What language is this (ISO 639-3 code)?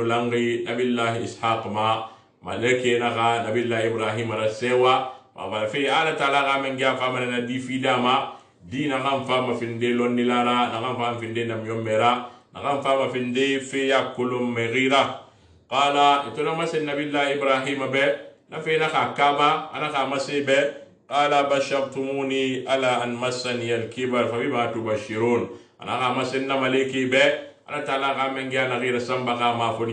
sus